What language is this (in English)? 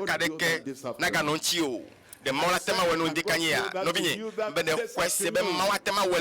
Ewe